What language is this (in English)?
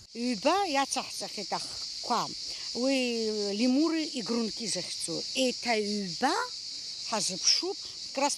Abkhazian